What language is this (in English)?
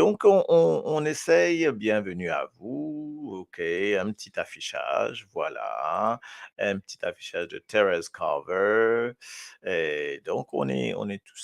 Morisyen